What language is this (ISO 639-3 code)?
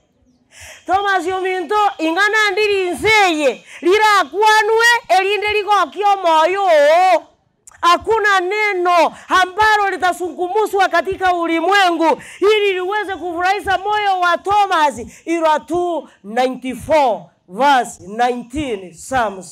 guz